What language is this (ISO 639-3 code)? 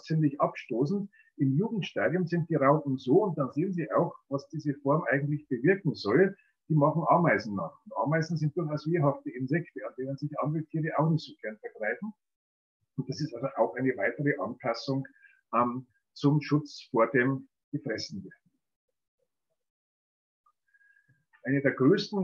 deu